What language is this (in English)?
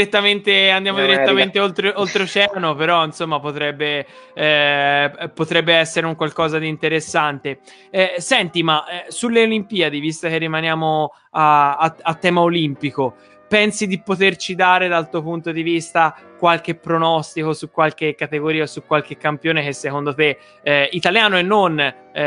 Italian